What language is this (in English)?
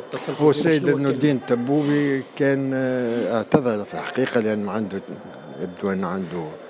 Tunisian Arabic